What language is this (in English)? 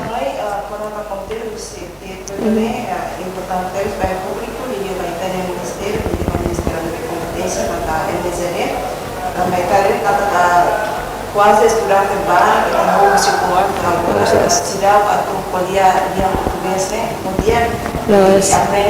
Tetum